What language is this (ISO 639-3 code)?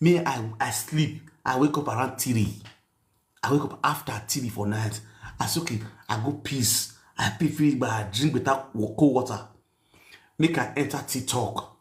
pcm